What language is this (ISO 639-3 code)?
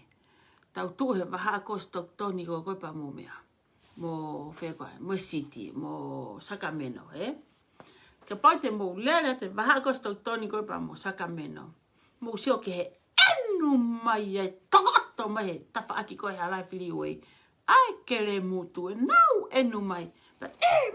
ton